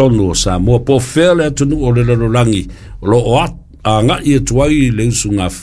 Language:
Samoan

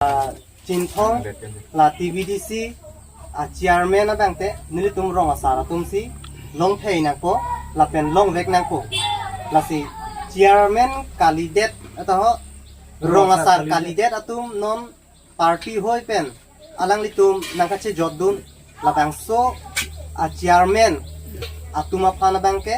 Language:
Karbi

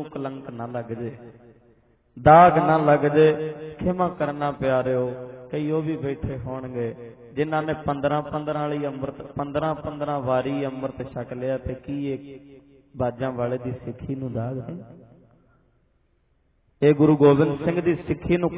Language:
Punjabi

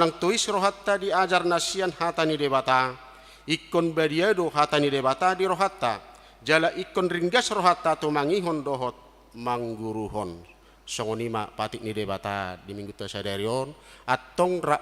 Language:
Batak Toba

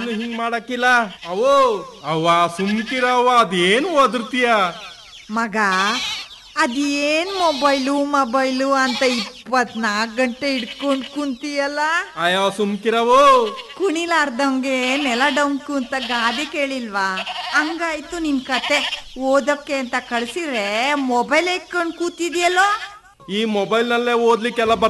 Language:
Kannada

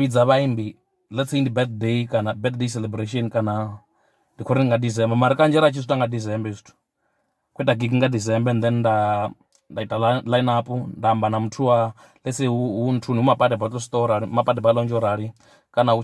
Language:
Venda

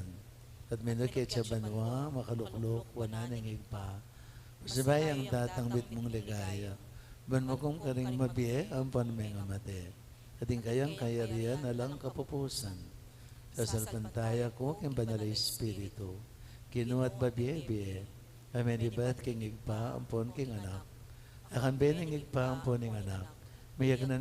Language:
Pampanga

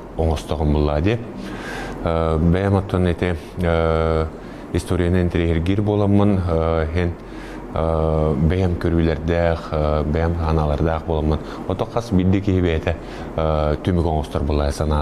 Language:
Yakut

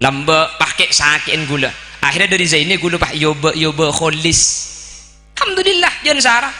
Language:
Madurese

